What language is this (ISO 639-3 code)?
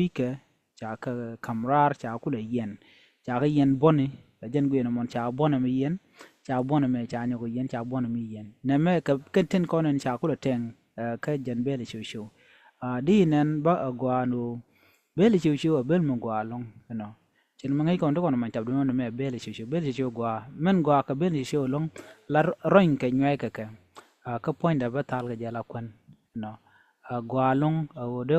nus